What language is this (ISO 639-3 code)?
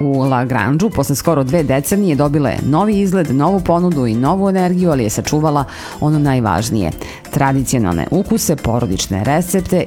srp